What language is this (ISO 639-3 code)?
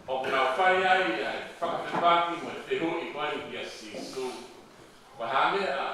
ton